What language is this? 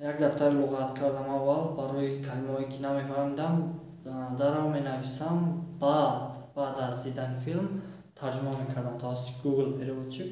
Tajik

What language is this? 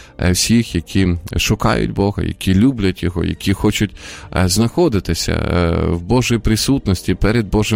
Ukrainian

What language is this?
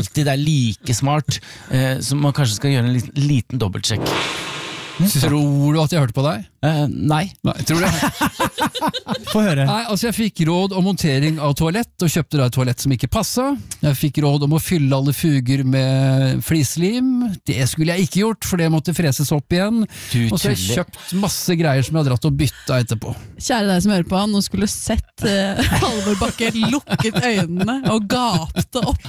Norwegian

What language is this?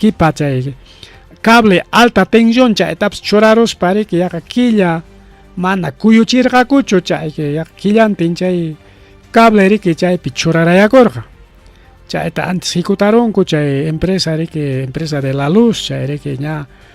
Ayacucho Quechua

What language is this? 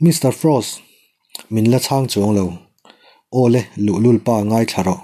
Mizo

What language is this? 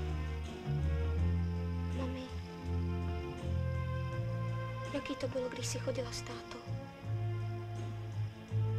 Czech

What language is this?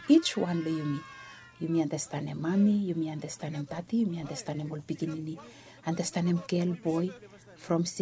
Bislama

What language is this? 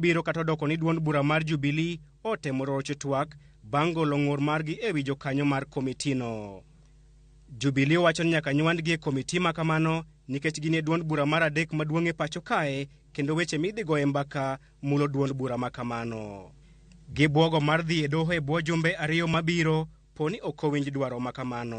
Luo (Kenya and Tanzania)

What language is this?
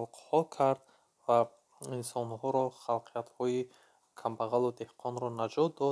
Tajik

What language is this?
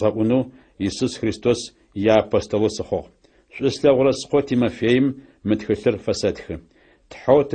Adyghe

